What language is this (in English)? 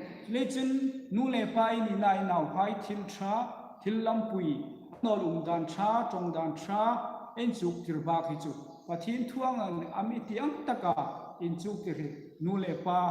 Hmar